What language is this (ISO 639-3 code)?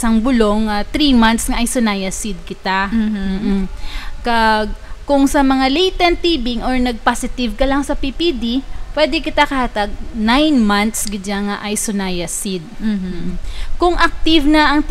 hil